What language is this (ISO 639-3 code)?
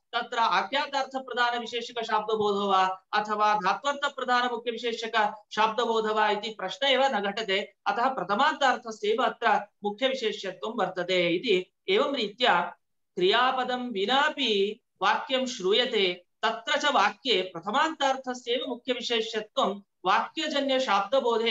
san